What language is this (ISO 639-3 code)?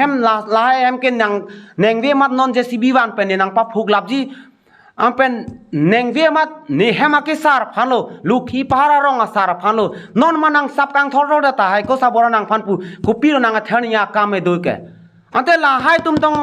mjw